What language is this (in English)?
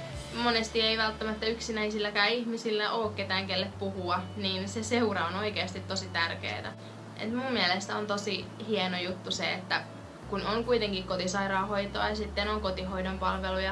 Finnish